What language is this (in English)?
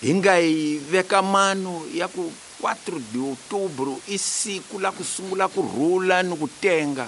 Tsonga